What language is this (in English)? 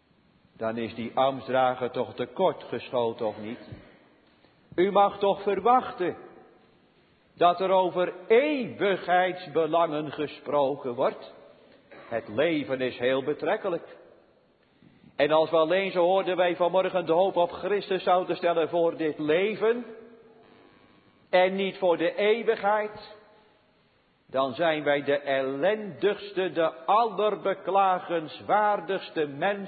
Dutch